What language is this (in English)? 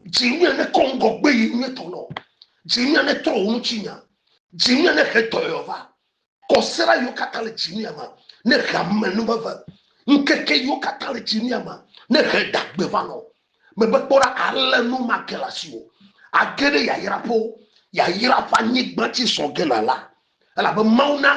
Ewe